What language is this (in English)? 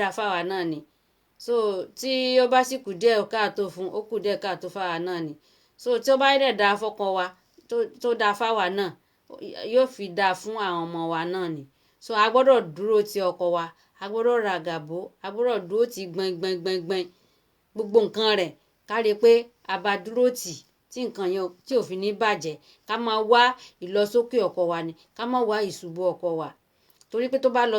Yoruba